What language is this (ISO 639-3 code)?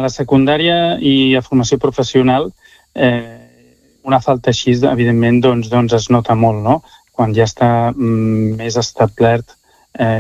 cat